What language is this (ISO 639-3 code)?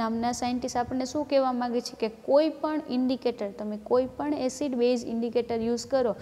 guj